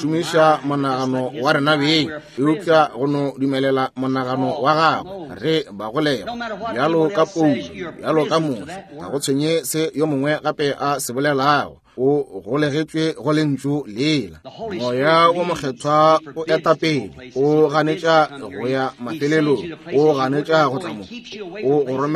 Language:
Northern Sotho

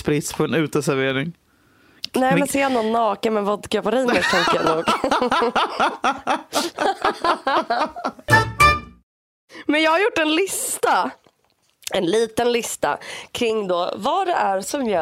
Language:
Swedish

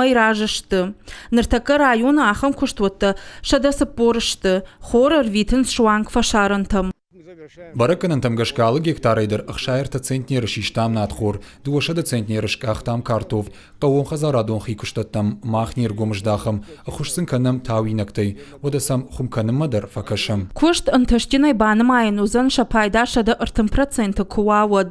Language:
Ossetic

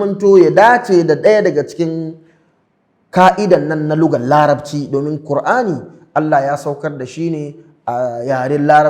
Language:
Hausa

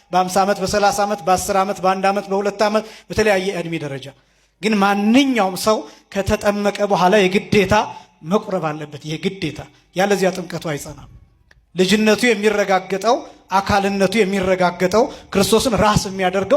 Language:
Amharic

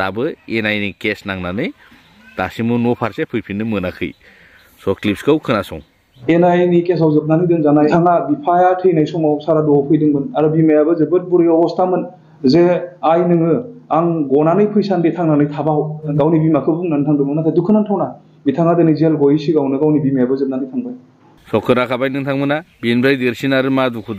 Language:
Bodo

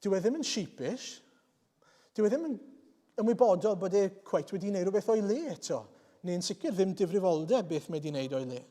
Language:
Welsh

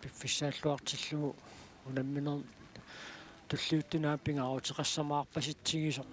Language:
Kalaallisut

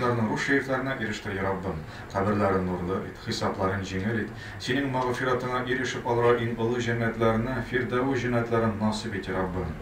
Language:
Tatar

